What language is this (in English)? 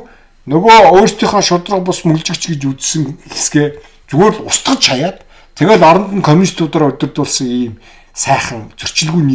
Mongolian